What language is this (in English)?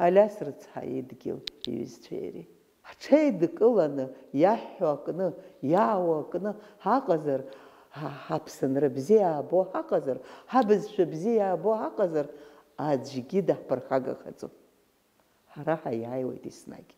Abkhazian